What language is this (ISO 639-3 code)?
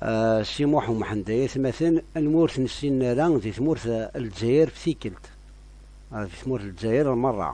kab